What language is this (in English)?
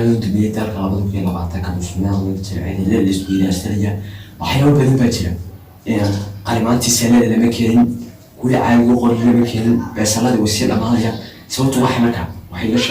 Somali